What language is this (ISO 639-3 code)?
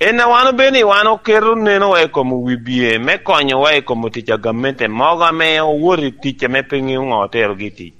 laj